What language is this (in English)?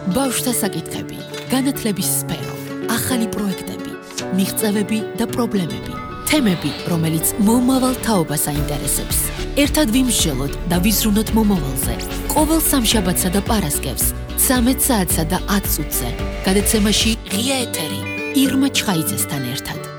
Georgian